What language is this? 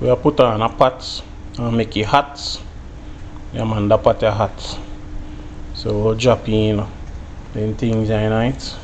Jamaican Creole English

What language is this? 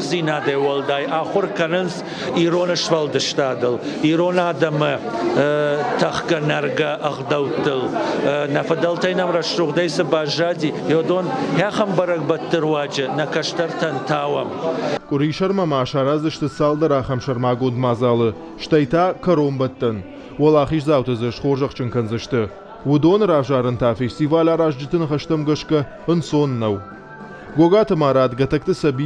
Ossetic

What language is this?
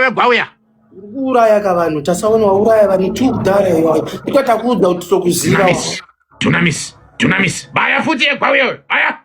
Shona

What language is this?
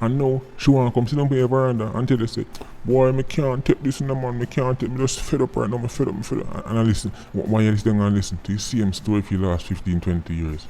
Jamaican Creole English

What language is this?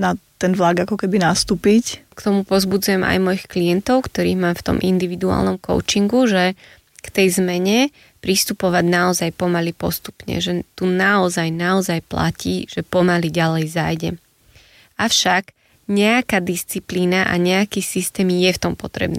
Slovak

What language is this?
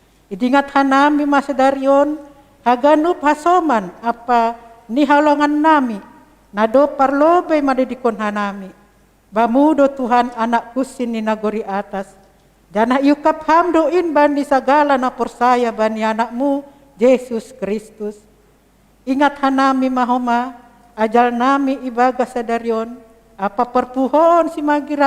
Batak Simalungun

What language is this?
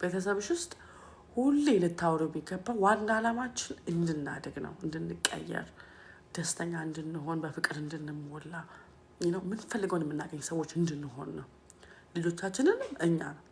Amharic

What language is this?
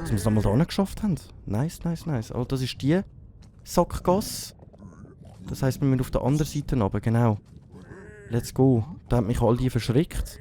Swiss German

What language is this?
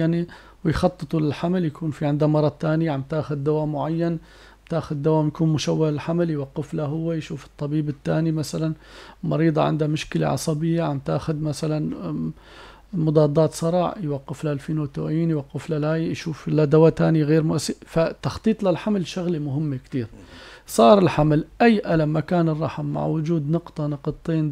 North Levantine Arabic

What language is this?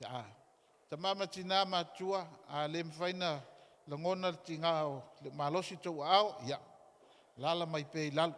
Samoan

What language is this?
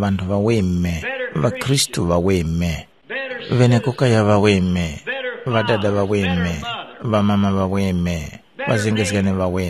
Tumbuka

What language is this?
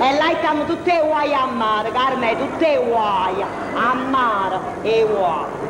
Neapolitan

